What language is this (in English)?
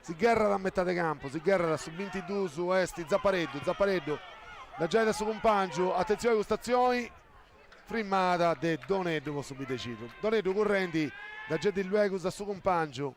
Sardinian